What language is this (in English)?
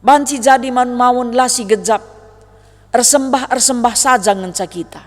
Batak Karo